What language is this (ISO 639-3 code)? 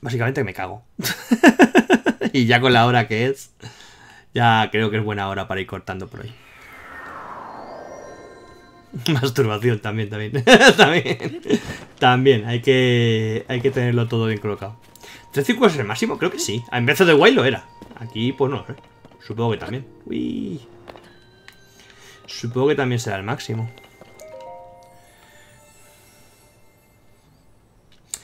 spa